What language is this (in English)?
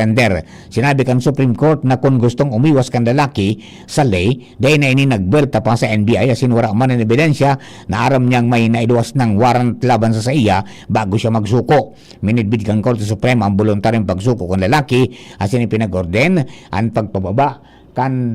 Bikol